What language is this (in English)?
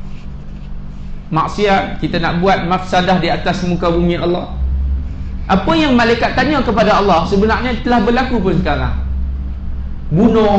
Malay